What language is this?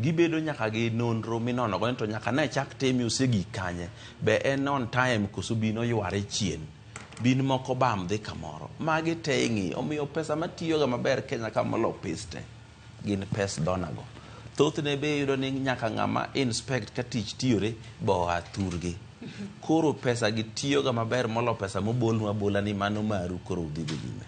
Luo (Kenya and Tanzania)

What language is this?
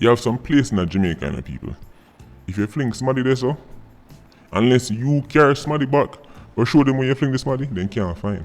Jamaican Creole English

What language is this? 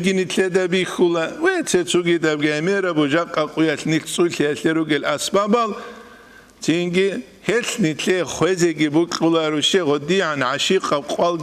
Avaric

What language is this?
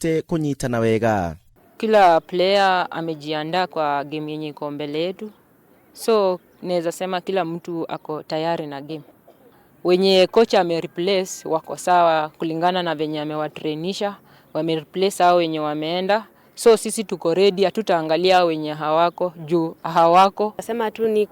Kikuyu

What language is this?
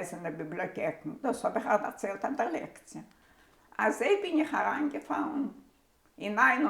Yiddish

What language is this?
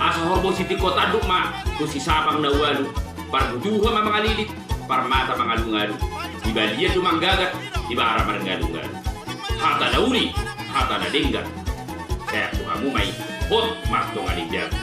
Batak Toba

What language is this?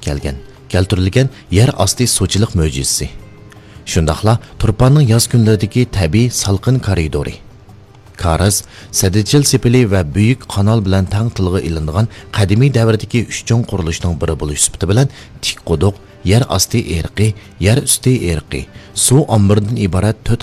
Uyghur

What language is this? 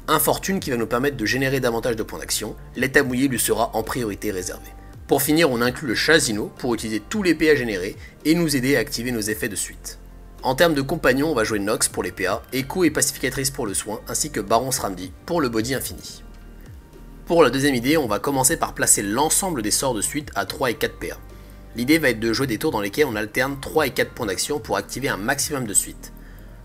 French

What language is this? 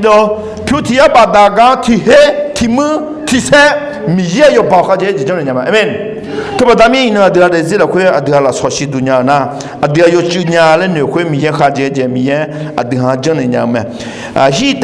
Akha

